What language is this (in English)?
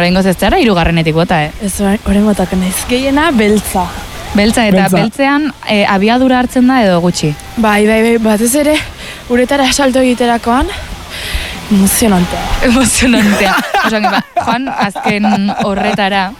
Basque